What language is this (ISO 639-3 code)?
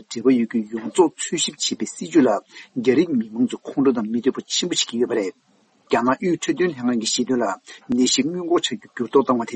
bod